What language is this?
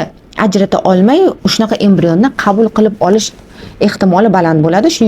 Uzbek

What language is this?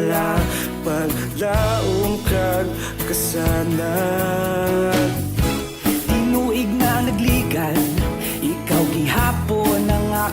Hiligaynon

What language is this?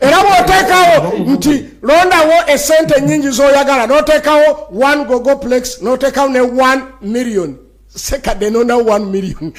Ganda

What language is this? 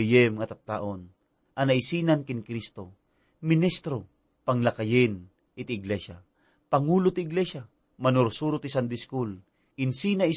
Iloko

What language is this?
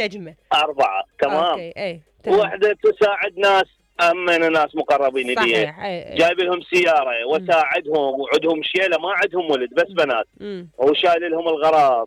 Mesopotamian Arabic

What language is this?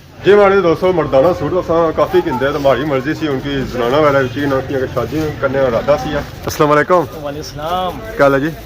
Pahari-Potwari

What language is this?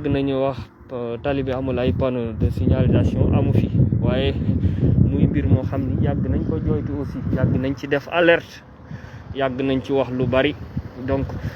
Wolof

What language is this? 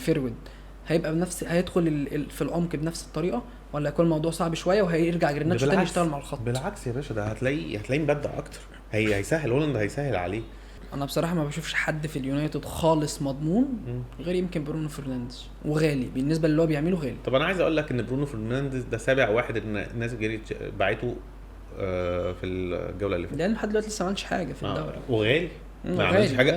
Egyptian Arabic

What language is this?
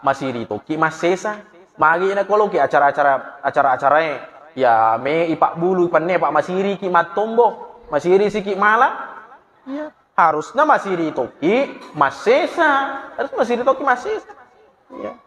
Buginese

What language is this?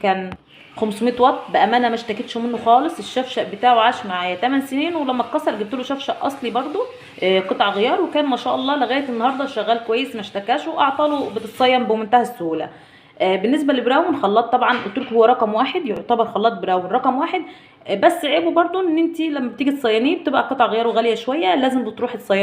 Egyptian Arabic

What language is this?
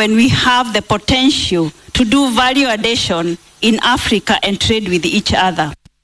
Kikuyu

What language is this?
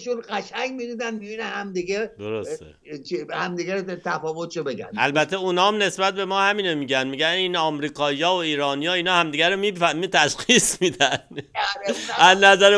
Persian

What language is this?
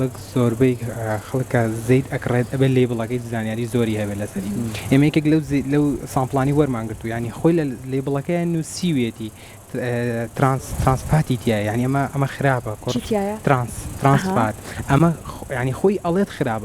Central Kurdish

